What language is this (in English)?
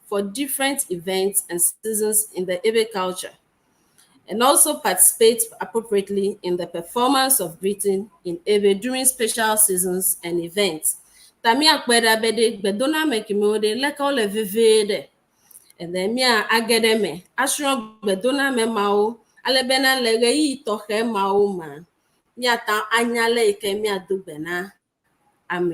Ewe